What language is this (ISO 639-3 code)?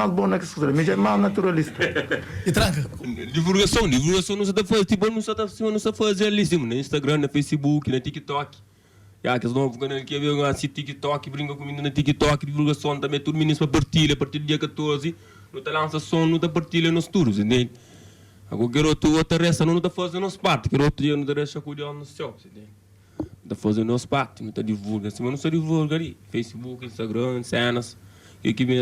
kea